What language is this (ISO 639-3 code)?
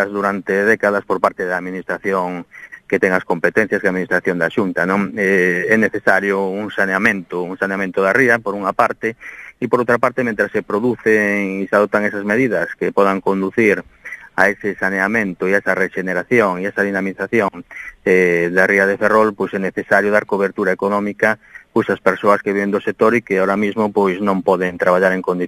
glg